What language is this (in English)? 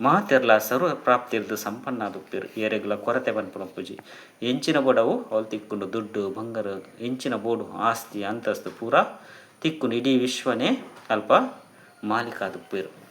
Tulu